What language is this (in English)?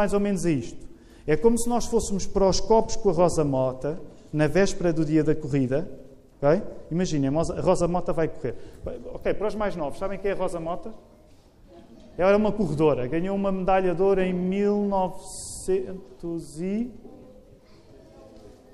Portuguese